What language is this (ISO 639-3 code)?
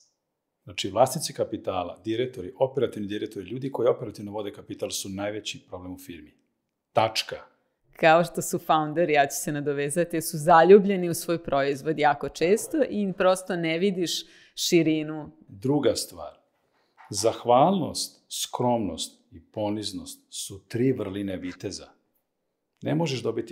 srp